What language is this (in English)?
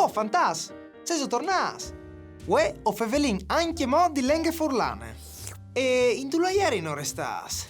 Friulian